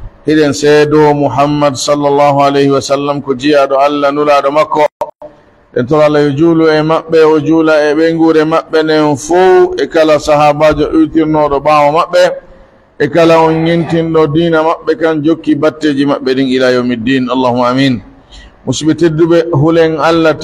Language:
Pular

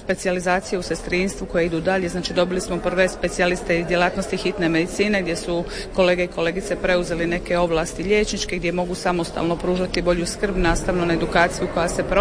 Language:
Croatian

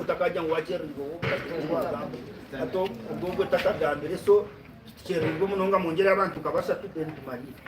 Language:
Nyankole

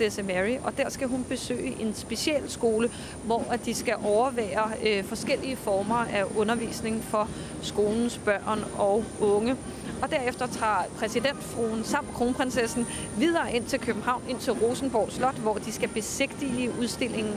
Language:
Danish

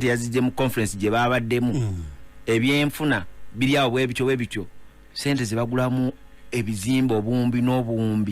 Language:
Ganda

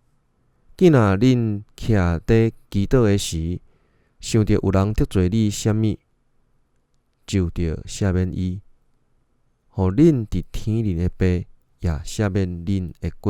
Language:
Min Nan Chinese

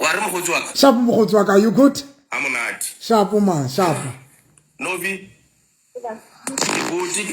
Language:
Southern Sotho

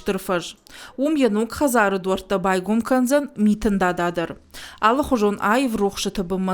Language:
Ossetic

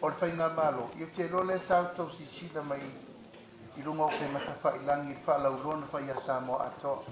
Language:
Samoan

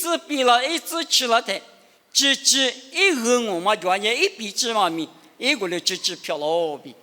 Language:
Lisu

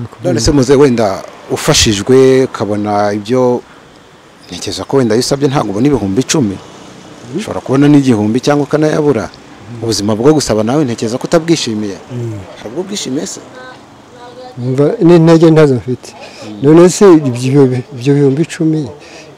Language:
Kinyarwanda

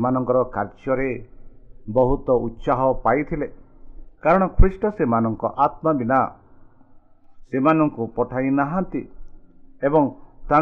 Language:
Odia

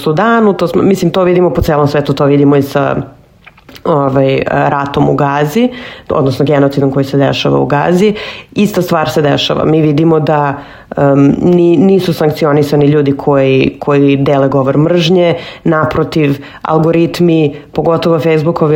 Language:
Serbian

